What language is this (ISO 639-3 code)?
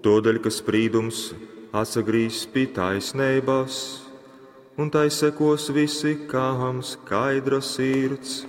ltg